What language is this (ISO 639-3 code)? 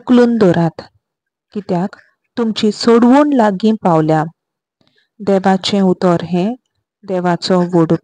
kok